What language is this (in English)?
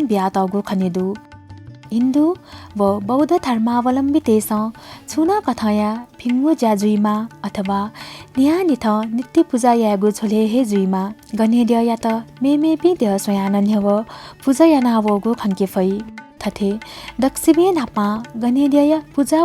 Newari